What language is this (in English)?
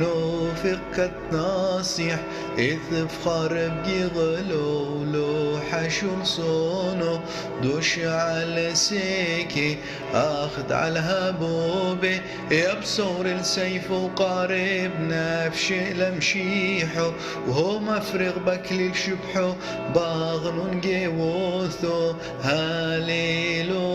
Turoyo